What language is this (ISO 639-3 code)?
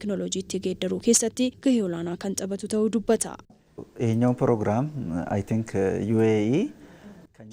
orm